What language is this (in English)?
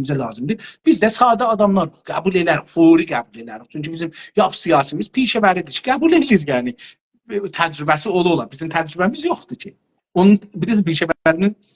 South Azerbaijani